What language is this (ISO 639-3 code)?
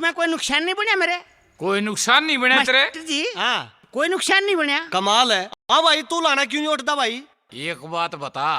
bgc